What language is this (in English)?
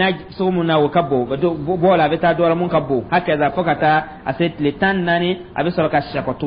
Dyula